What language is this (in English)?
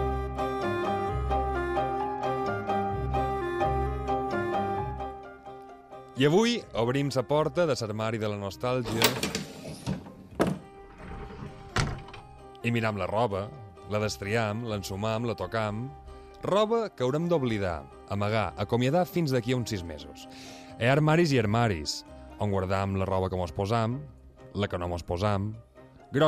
Catalan